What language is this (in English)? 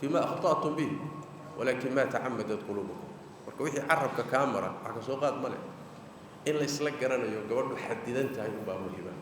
Somali